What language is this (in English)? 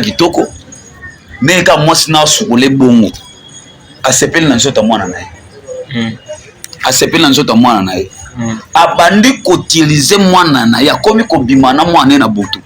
Lingala